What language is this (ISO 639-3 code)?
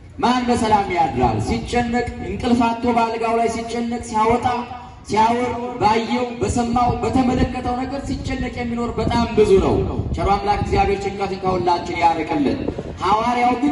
amh